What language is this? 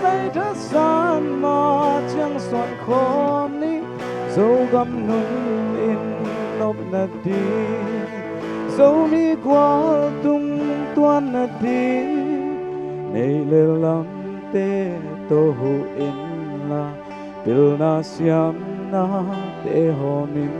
Tedim Chin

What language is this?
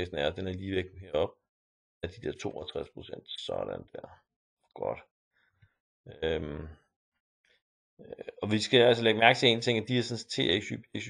Danish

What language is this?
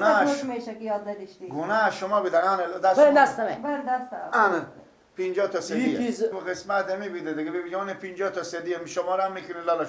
Persian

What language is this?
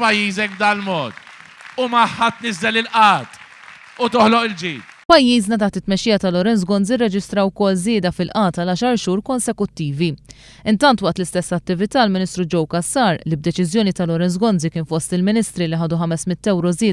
Maltese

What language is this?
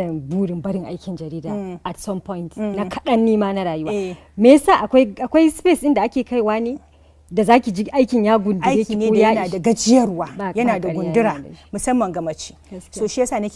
Hausa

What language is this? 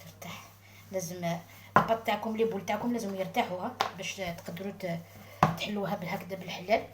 Algerian Arabic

